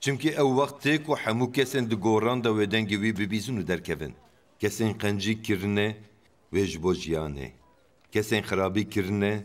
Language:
Kurdish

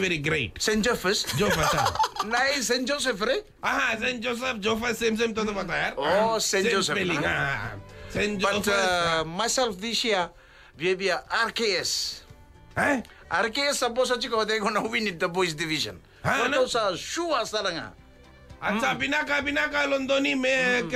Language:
Fijian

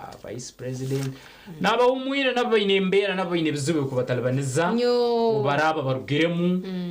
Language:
Nyankole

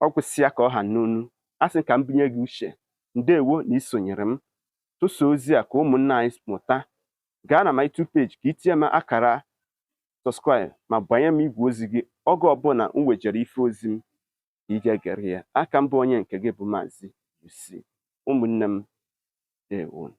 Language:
Igbo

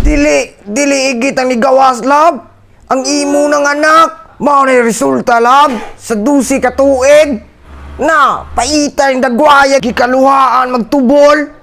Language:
Cebuano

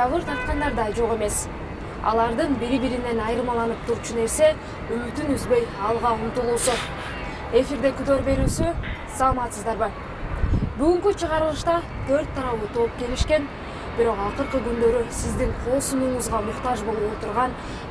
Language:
Kyrgyz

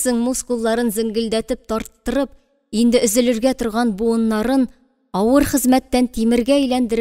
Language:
Tatar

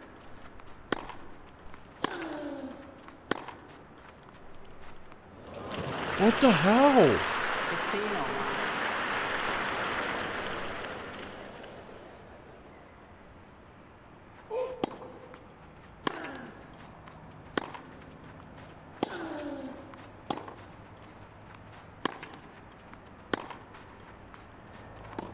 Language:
English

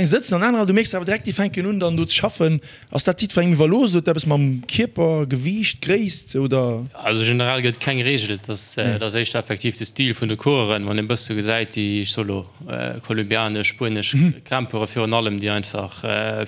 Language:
Luxembourgish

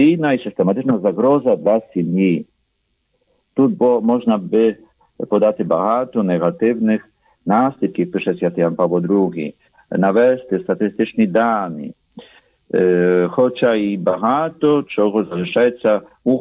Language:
Ukrainian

